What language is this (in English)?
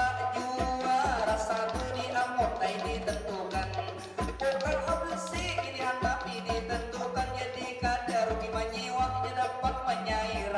Banjar